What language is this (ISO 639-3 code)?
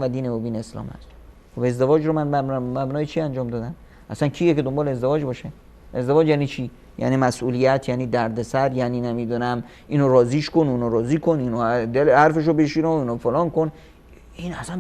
fas